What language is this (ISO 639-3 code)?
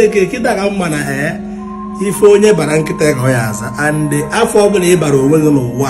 ibo